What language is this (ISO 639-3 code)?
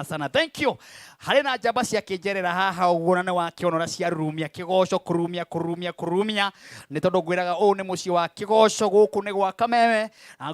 kik